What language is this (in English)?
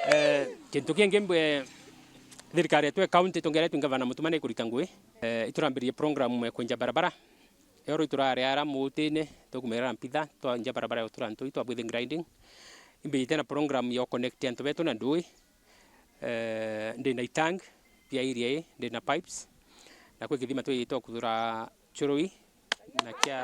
Meru